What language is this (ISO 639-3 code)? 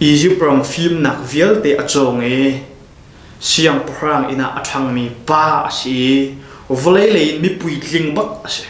cnh